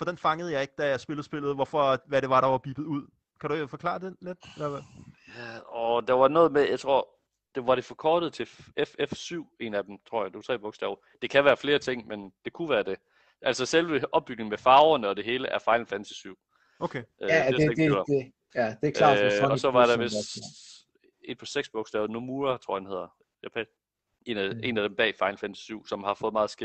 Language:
Danish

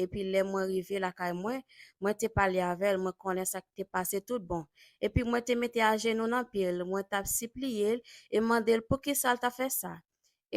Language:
Haitian Creole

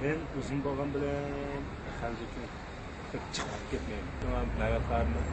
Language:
Uyghur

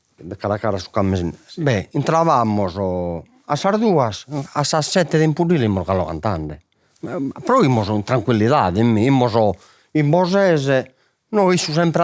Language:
Sardinian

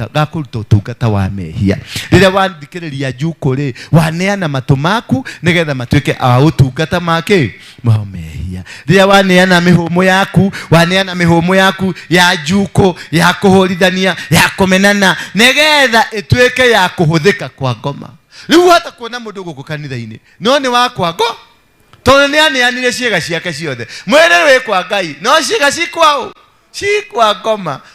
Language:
Kikuyu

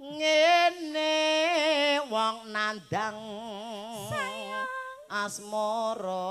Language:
Javanese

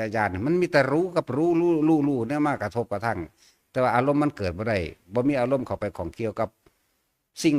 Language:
Northeastern Thai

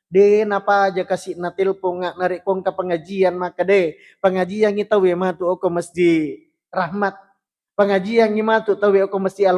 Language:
Buginese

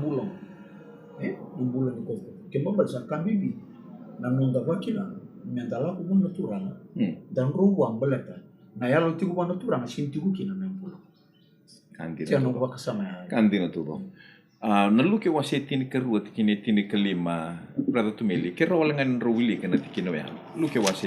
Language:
Fijian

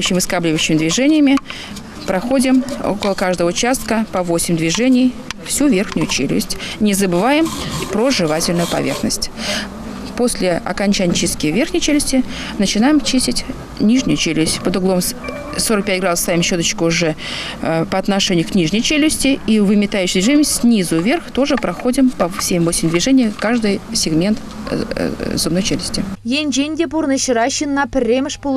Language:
Chuvash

